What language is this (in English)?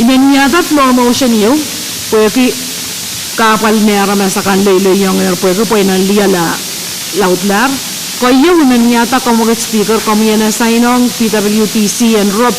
Pohnpeian